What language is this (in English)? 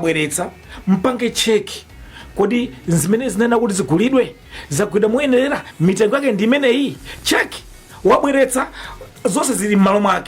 Nyanja